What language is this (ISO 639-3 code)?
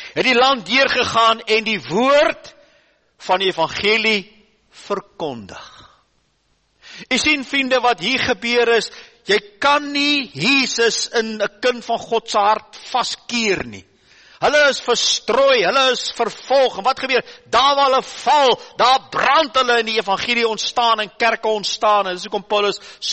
afr